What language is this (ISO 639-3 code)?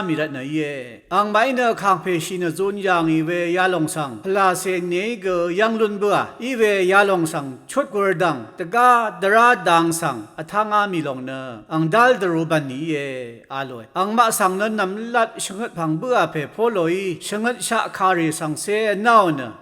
raw